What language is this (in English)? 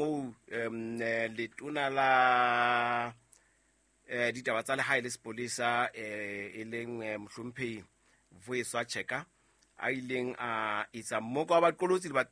Southern Sotho